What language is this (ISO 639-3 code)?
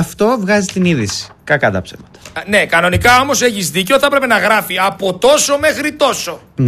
ell